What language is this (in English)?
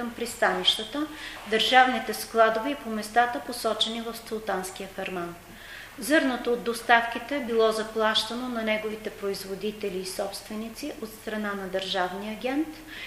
Bulgarian